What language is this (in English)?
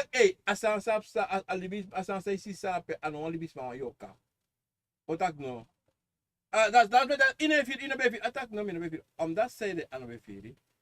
Sranan Tongo